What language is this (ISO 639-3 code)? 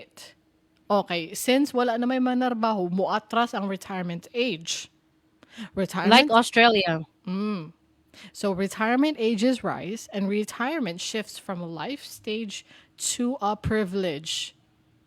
ceb